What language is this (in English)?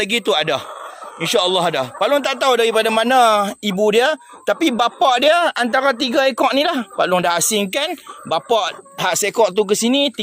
Malay